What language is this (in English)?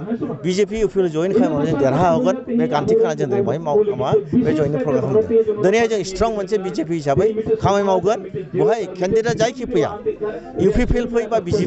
Bodo